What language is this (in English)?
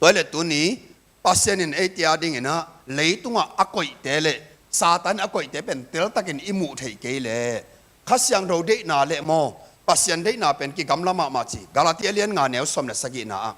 Tedim Chin